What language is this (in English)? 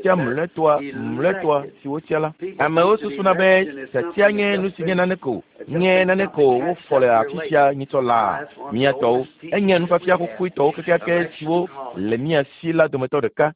Ewe